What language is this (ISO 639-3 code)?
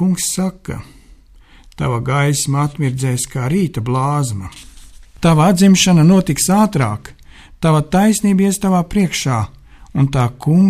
lav